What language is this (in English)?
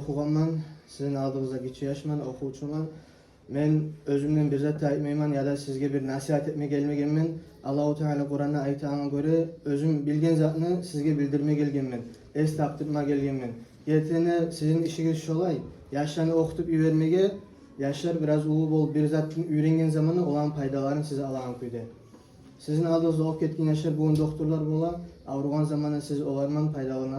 Kumyk